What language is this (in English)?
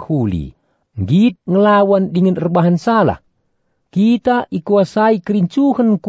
Batak Karo